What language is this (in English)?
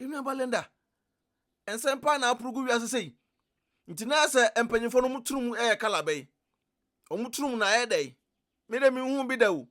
Akan